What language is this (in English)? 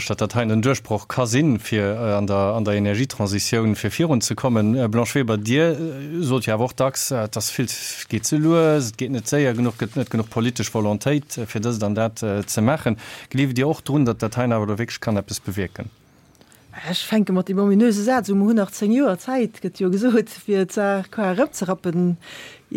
Luxembourgish